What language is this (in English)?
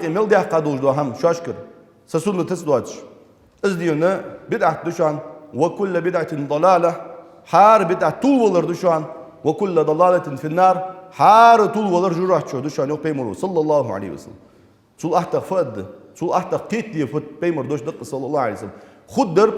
Ingush